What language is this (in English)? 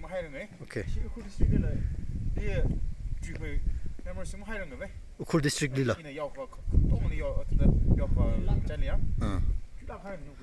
Tangkhul Naga (India)